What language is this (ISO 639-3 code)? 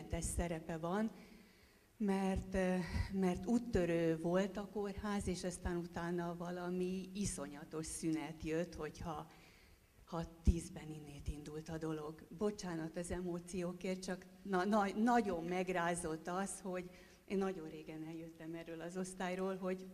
hun